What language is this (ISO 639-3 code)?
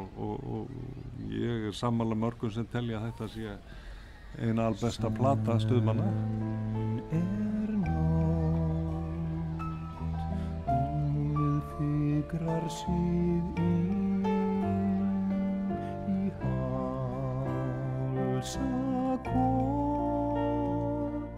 isl